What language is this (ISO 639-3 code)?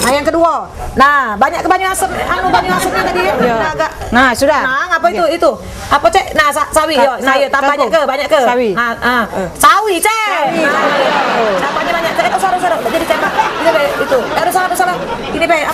mui